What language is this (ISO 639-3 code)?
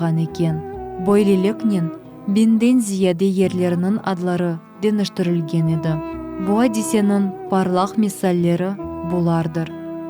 crh